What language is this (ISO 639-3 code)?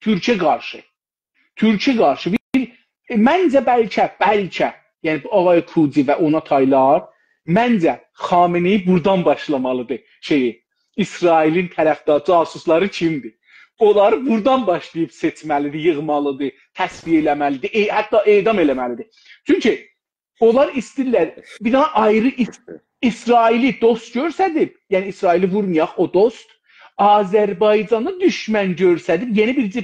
azb